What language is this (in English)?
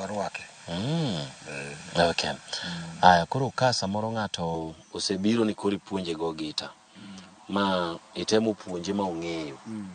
Luo (Kenya and Tanzania)